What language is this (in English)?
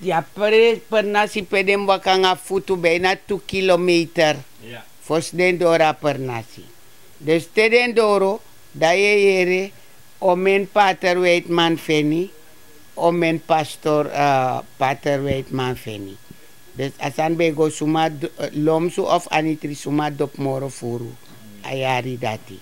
Sranan Tongo